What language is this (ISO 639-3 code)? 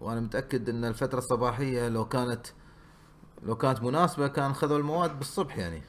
afb